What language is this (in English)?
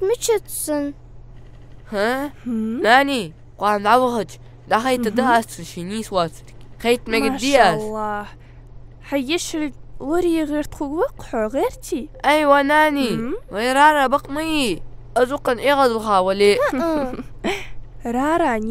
Ingush